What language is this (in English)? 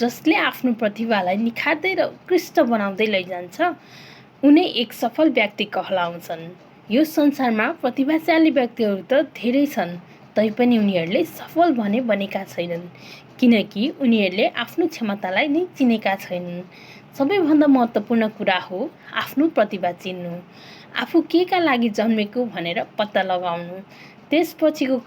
Nepali